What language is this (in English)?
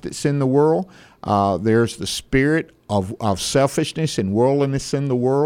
English